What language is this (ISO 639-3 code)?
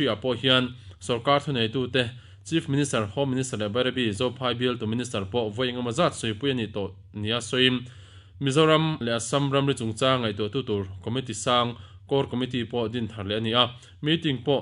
lus